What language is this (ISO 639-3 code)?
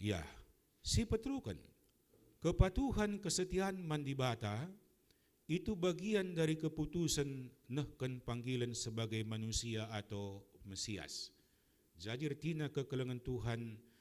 btx